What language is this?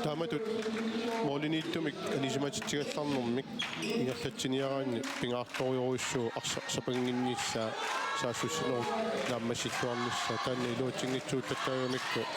Kalaallisut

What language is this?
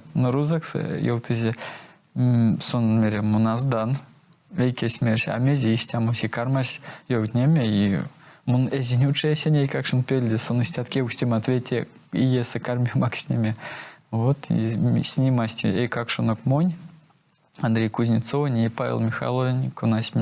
Erzya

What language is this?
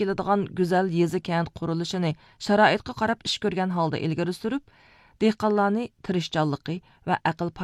Uyghur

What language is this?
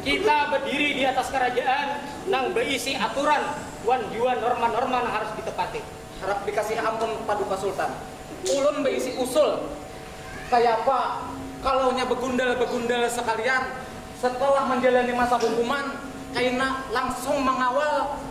Banjar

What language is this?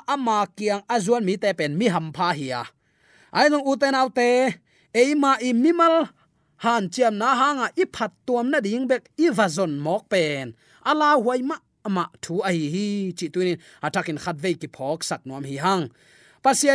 Tedim Chin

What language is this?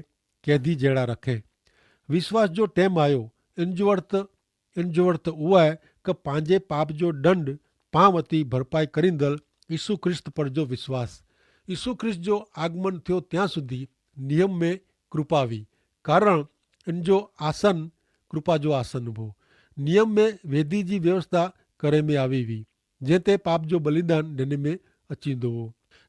Kachhi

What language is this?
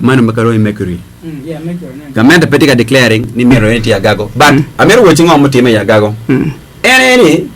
Acoli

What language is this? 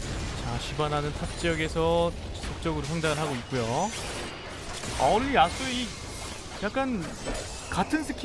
Korean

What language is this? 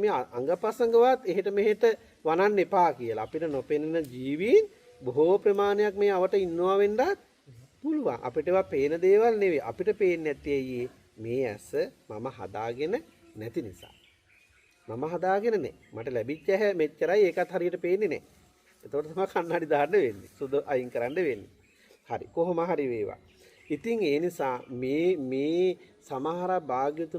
Sinhala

